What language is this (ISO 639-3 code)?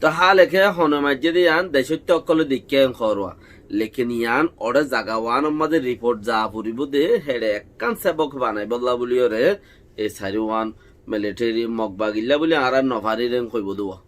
rhg